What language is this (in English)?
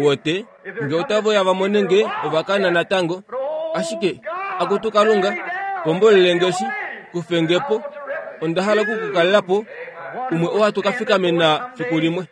Kuanyama